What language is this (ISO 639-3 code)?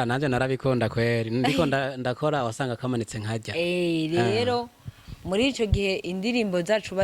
run